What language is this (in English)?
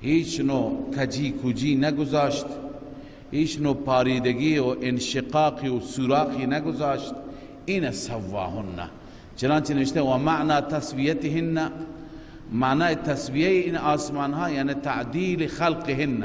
Persian